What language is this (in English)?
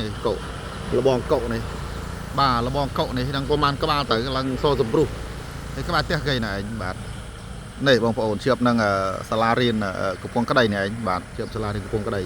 Khmer